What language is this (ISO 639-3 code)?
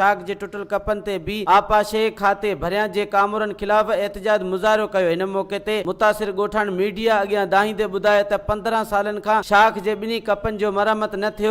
snd